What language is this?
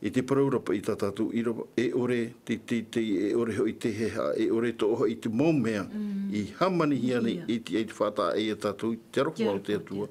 Tahitian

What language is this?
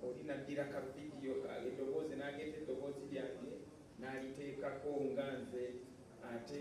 Ganda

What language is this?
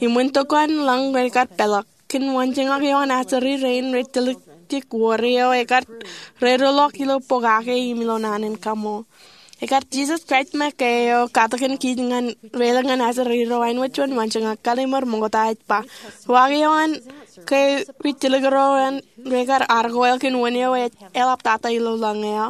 Marshallese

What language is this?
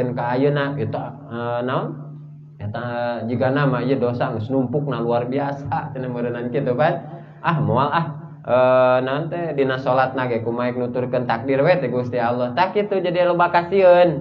Sundanese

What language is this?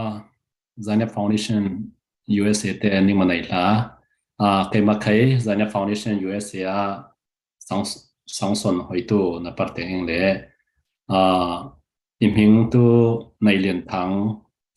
Falam Chin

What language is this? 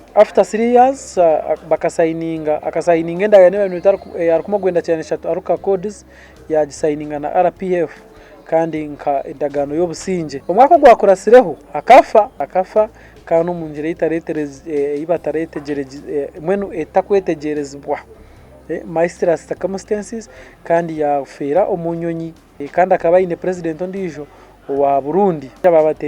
Nyankole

